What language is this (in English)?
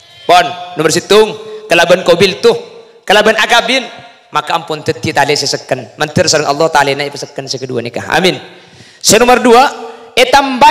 Madurese